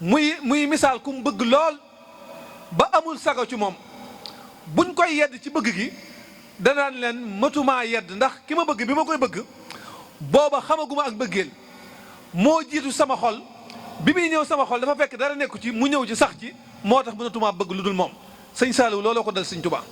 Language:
Wolof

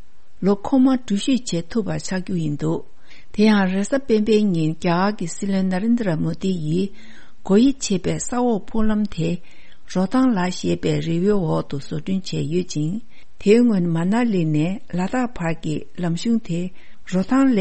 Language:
Tibetan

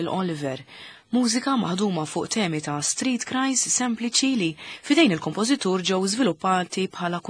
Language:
Maltese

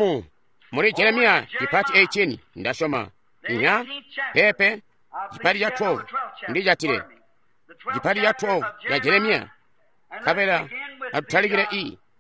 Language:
Tonga (Zambia)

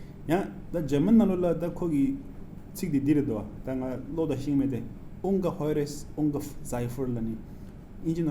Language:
Tibetan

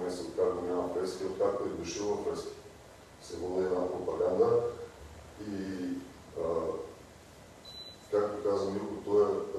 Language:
Bulgarian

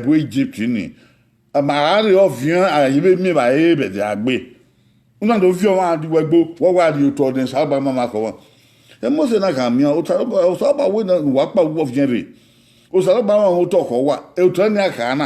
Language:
Bini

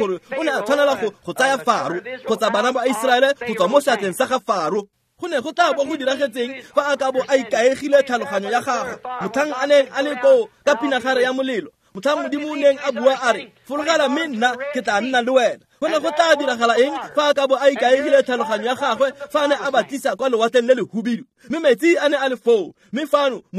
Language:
Tswana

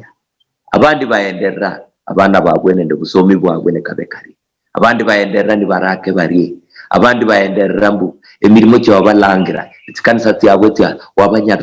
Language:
Luyia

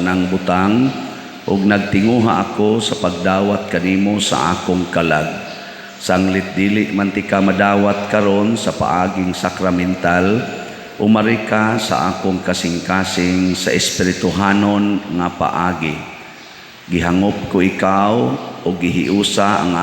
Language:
Cebuano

